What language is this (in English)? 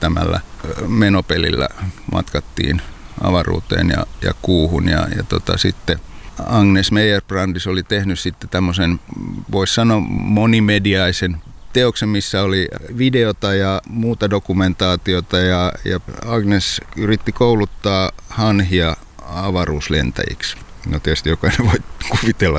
Finnish